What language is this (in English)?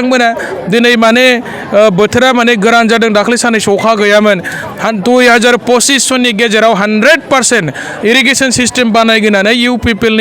Bodo